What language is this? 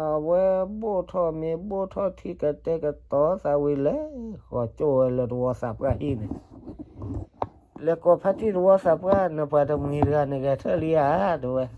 S'gaw Karen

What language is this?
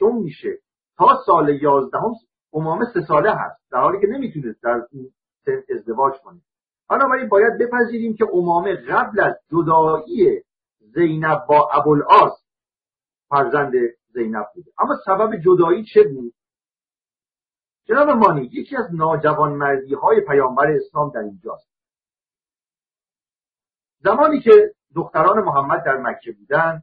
Persian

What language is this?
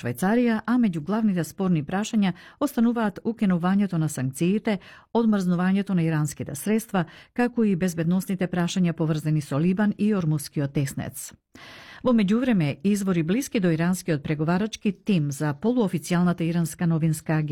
Macedonian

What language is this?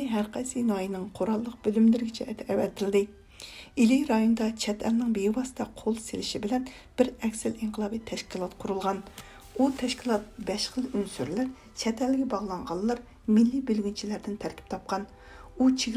Uyghur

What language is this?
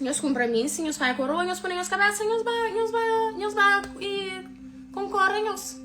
Kabuverdianu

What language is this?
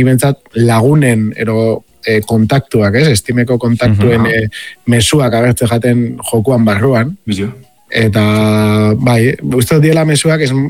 Basque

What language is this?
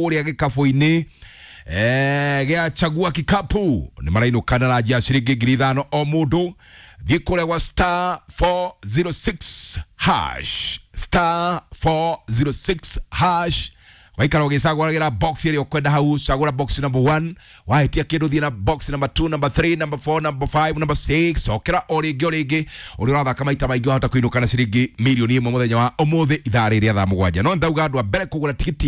Kikuyu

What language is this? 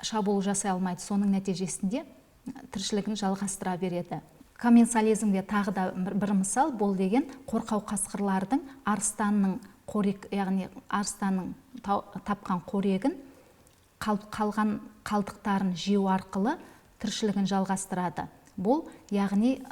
Kazakh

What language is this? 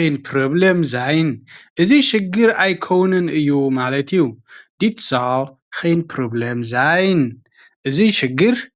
Tigrinya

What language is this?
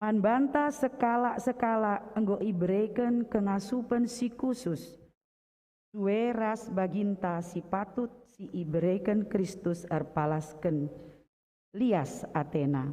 Batak Karo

